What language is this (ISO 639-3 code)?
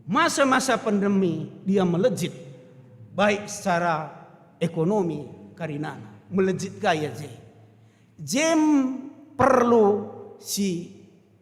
btx